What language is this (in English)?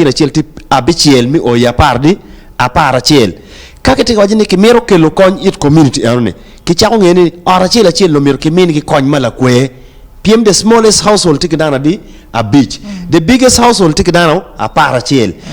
Acoli